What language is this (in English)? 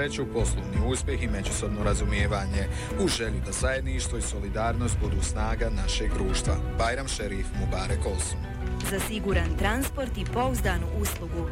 Bosnian